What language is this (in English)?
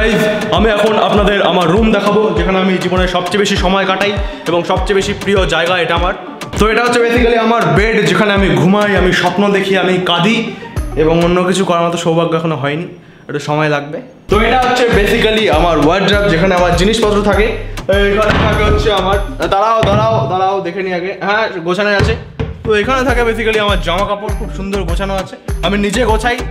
Bangla